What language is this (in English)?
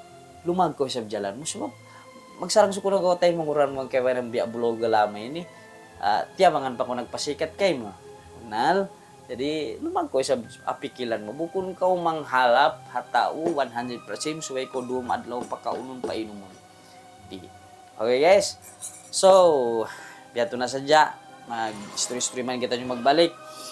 Tausug